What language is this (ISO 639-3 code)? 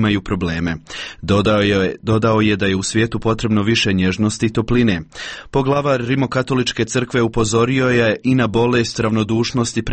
hrv